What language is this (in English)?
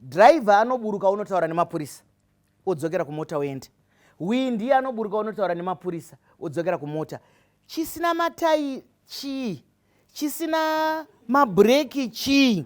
Shona